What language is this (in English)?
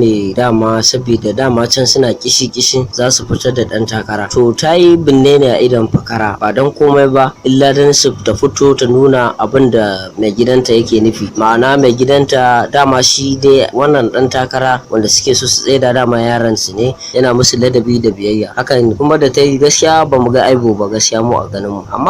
Hausa